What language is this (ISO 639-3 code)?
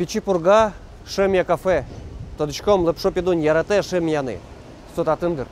udm